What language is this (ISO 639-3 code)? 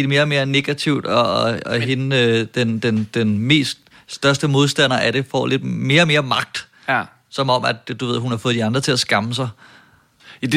dan